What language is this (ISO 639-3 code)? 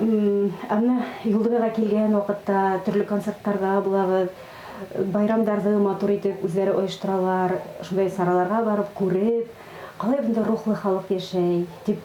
bak